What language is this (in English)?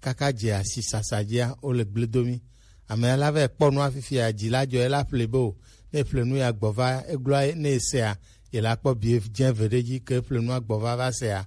Gen